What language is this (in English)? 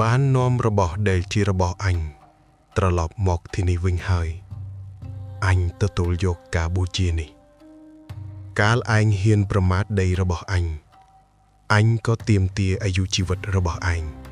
Khmer